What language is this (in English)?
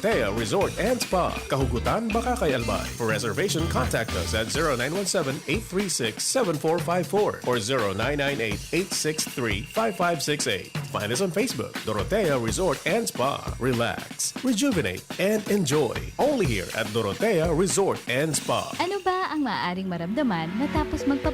Bikol